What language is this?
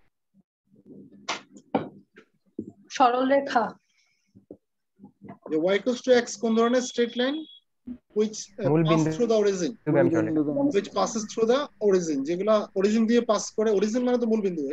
Bangla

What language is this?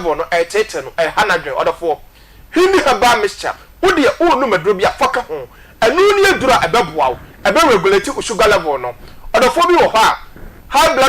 Akan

